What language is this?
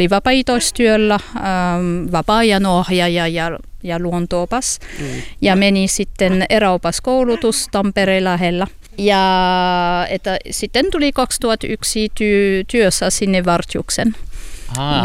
Finnish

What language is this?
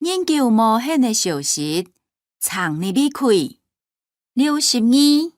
Hakka Chinese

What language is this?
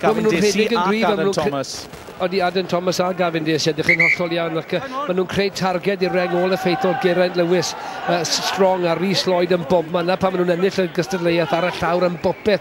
Welsh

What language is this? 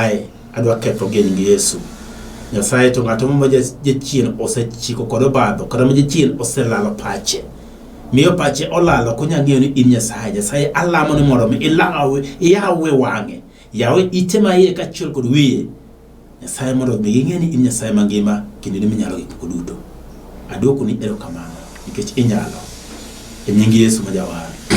Luo (Kenya and Tanzania)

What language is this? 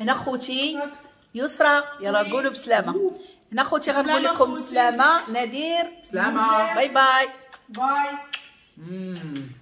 Moroccan Arabic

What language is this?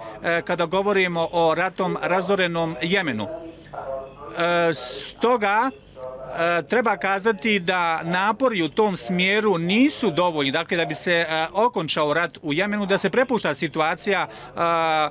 Bosnian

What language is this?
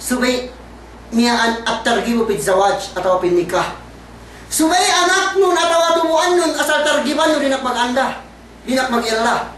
Yakan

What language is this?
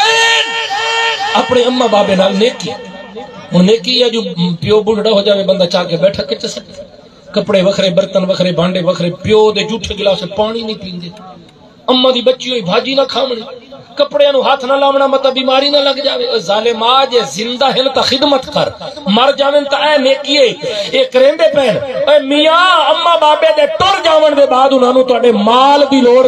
Saraiki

